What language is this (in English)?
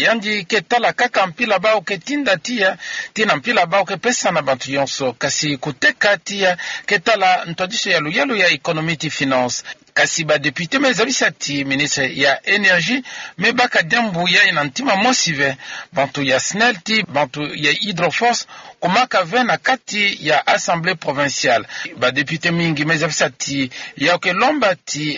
Kituba (Democratic Republic of Congo)